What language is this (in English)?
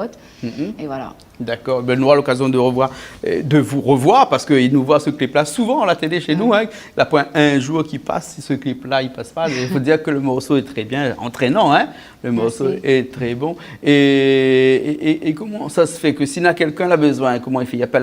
Réunion Creole French